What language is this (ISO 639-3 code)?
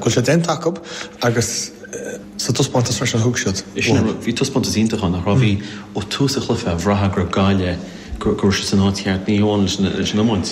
gle